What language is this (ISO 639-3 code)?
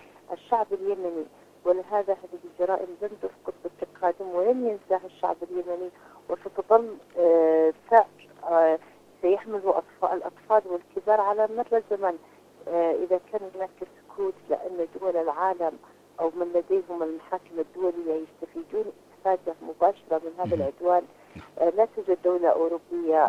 ara